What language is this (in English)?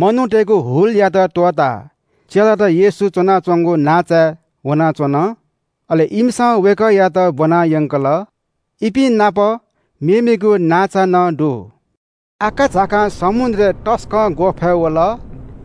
Newari